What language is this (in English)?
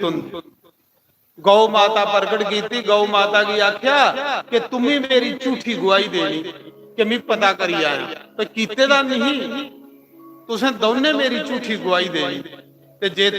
Dogri